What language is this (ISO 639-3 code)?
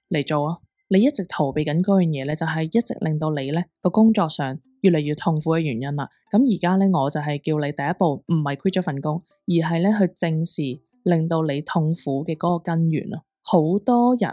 yue